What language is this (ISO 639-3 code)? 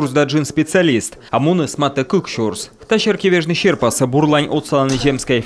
kom